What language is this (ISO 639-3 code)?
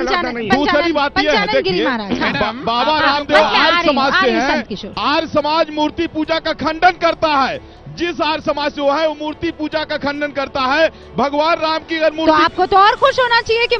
hin